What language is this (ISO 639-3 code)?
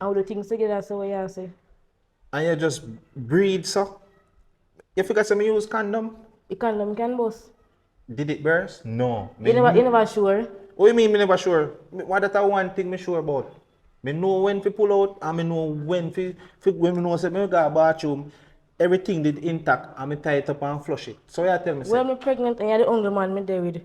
jam